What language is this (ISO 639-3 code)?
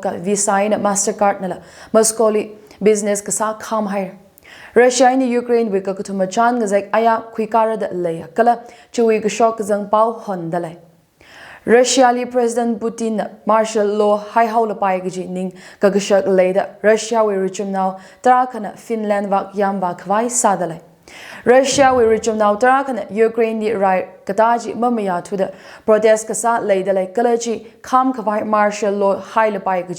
nmf